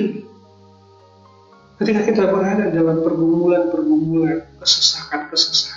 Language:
Indonesian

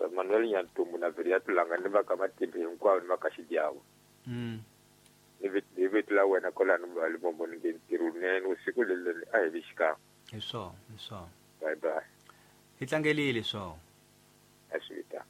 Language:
Tsonga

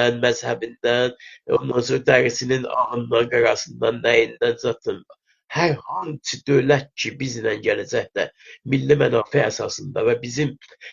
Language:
South Azerbaijani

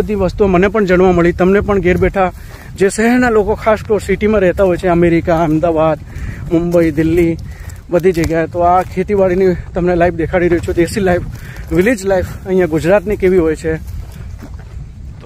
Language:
Gujarati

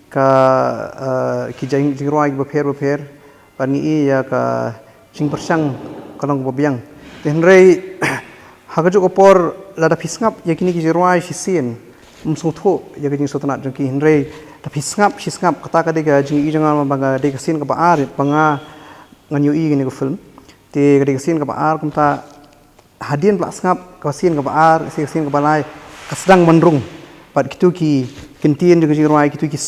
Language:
Khasi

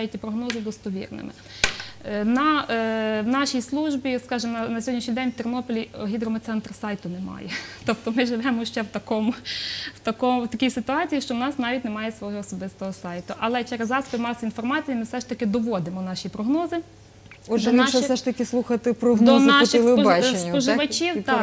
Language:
Ukrainian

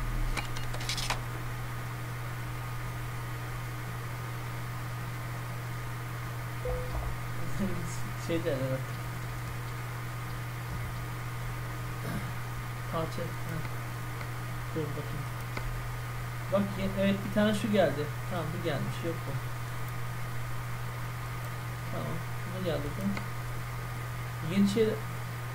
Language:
Turkish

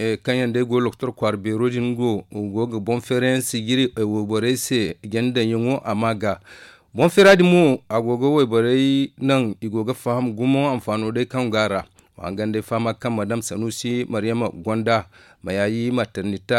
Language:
Zarma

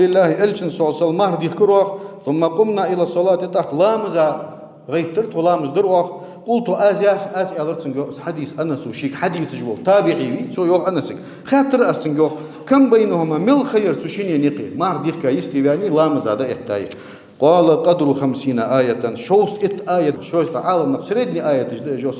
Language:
Ingush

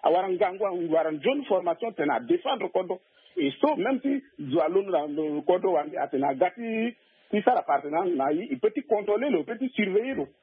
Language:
Sango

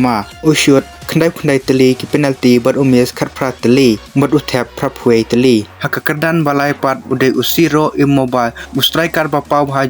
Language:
Khasi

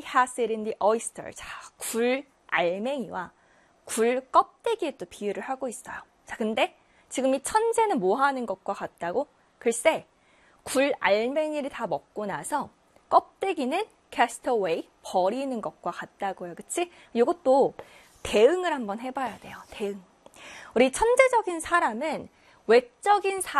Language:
Korean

